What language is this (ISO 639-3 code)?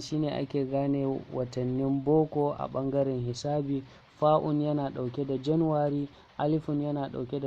hau